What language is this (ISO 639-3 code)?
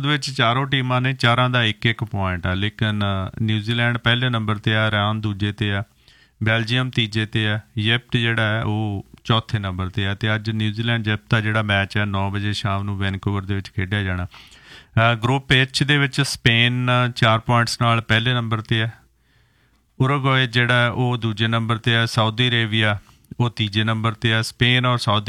pan